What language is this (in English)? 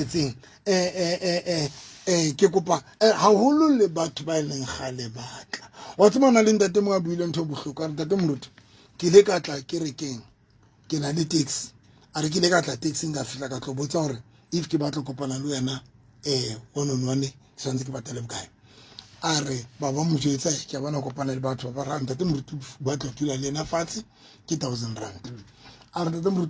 Southern Sotho